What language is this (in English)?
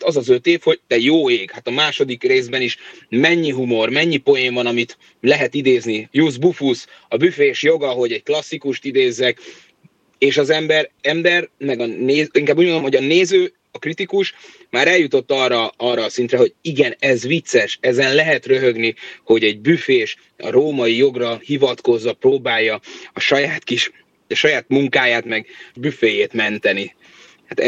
Hungarian